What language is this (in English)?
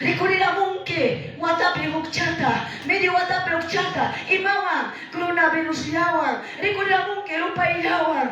Quechua